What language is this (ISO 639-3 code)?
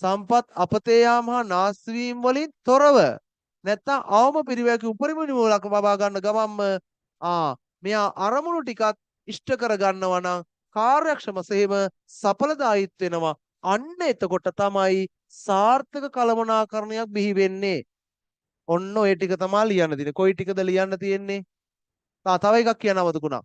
sin